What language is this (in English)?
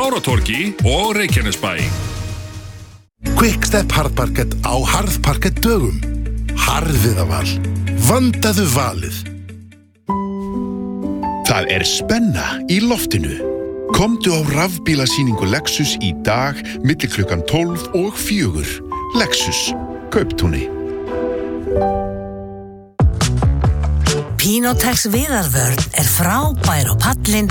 Icelandic